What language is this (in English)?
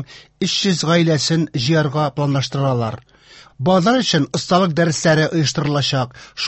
Tatar